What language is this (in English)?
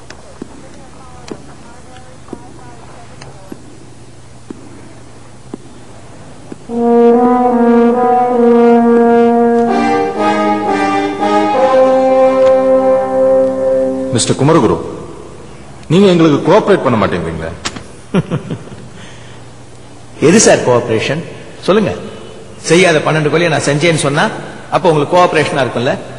Tamil